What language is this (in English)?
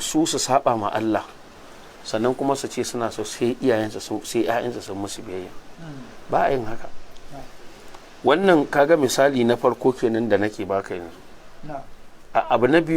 Hausa